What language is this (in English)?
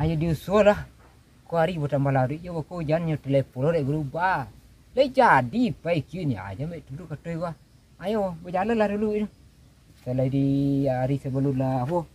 Minangkabau